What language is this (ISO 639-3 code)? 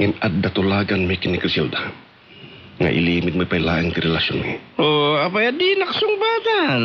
ilo